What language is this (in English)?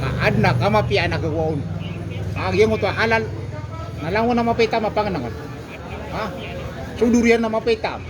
Maranao